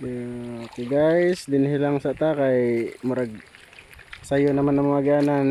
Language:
Cebuano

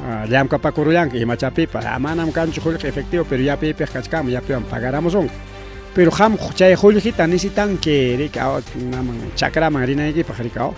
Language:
Ayacucho Quechua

